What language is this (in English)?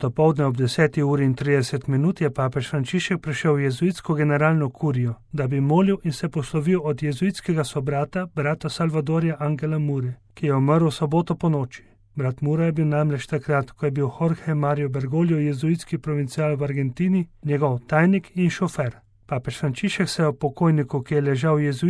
Slovenian